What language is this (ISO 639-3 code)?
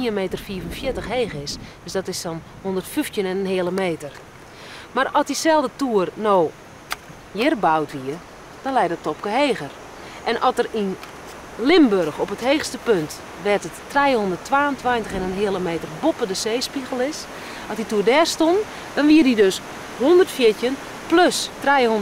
fry